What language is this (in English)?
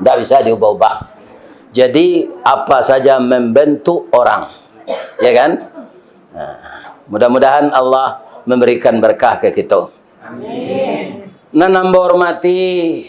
Minangkabau